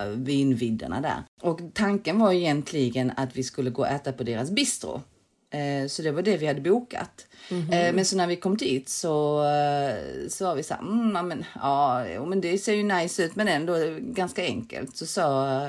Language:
Swedish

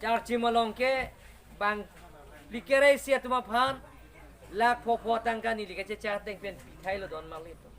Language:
Karbi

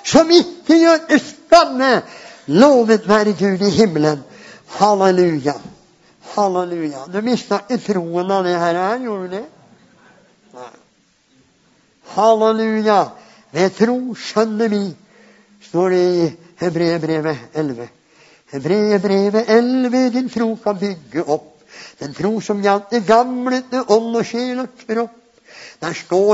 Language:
Norwegian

